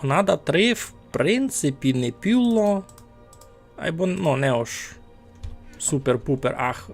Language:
Rusyn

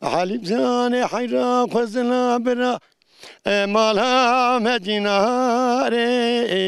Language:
Zaza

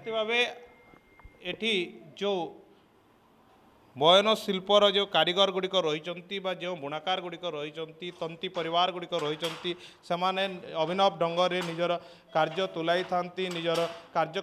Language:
Odia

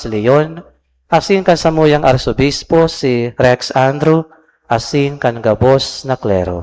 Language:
Bikol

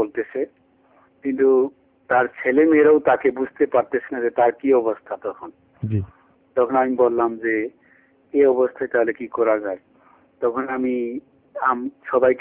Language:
Bangla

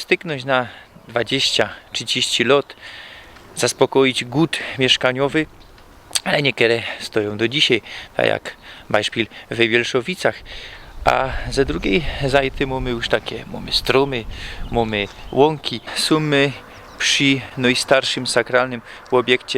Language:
Silesian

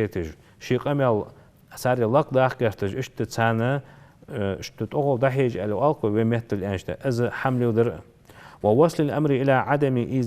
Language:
Ingush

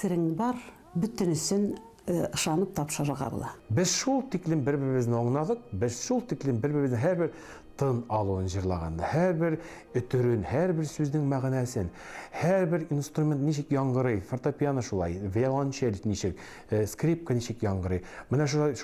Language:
Tatar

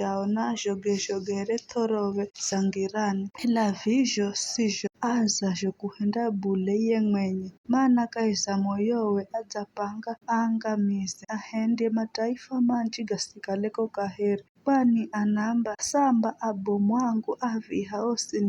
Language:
Giryama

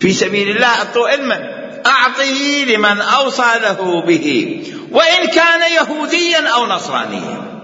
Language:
Mesopotamian Arabic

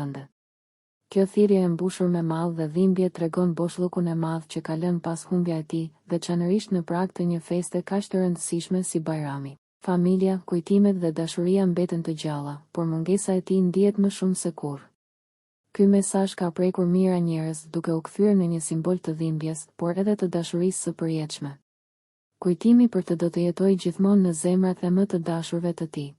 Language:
Albanian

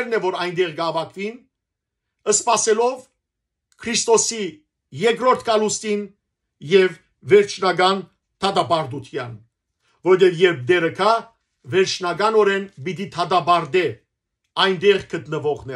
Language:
Western Armenian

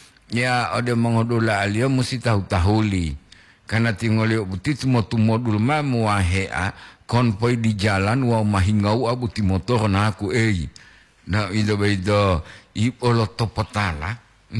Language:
Gorontalo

